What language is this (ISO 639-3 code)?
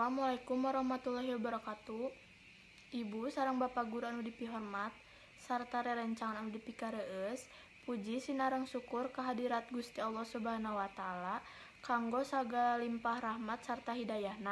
sun